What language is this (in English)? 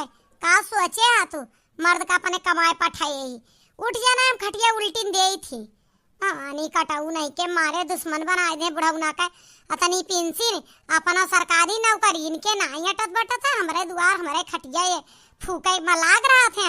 Awadhi